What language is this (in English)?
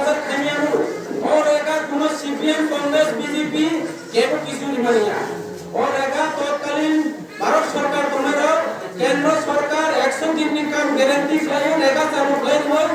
Kok Borok